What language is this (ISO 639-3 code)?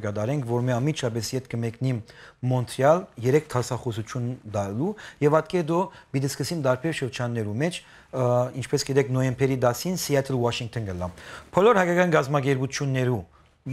hyw